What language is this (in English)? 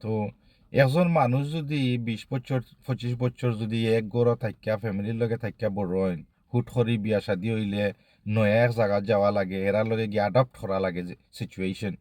Sylheti